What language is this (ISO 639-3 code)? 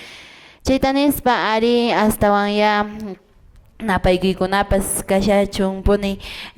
que